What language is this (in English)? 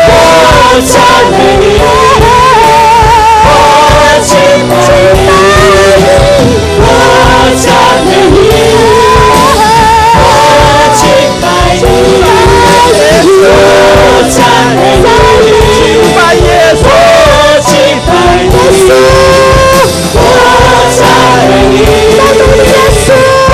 Chinese